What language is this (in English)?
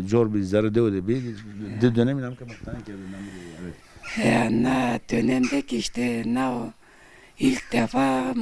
Zaza